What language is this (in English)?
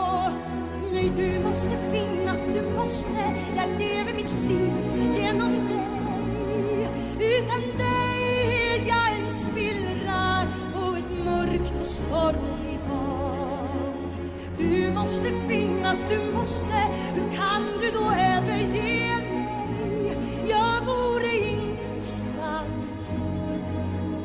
Swedish